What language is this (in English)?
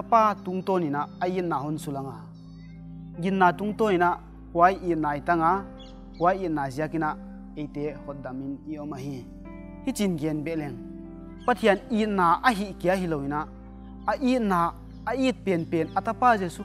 Paite Chin